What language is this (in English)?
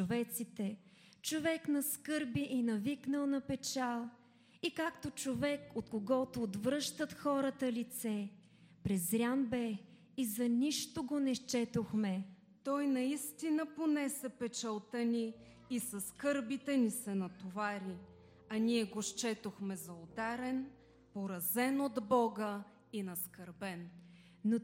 Bulgarian